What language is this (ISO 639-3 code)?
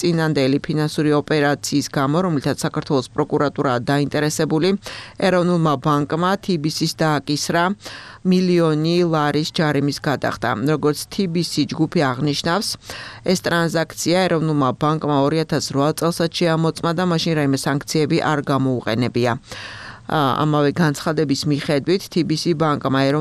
kat